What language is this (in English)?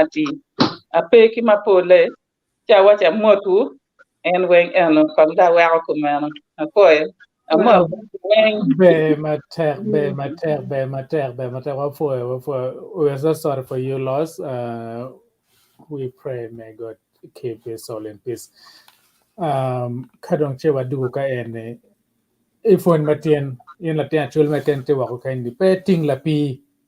Acoli